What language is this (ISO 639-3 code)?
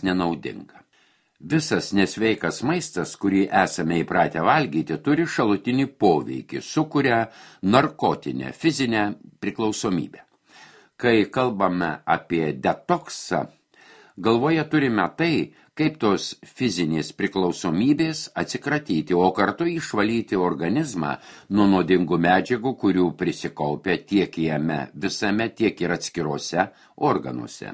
lit